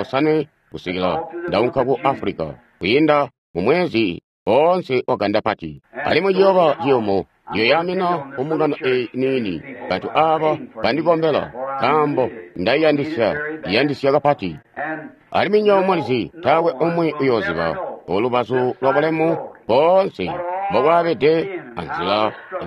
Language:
Tonga (Zambia)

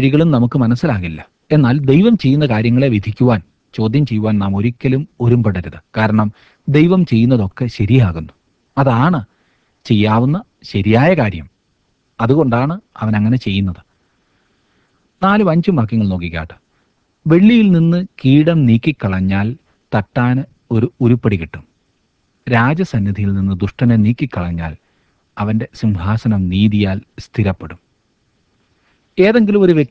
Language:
Malayalam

